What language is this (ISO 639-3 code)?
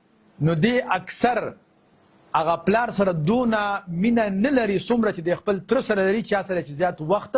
pus